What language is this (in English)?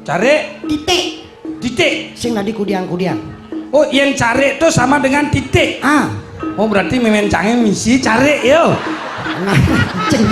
Balinese